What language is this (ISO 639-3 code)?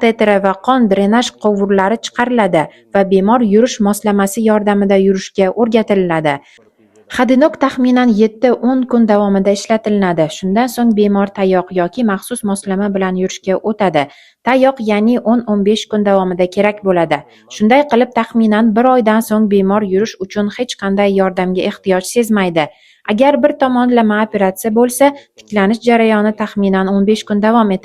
uzb